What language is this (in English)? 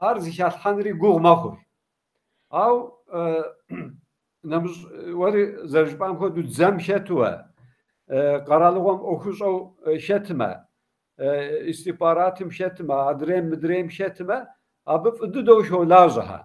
Kabardian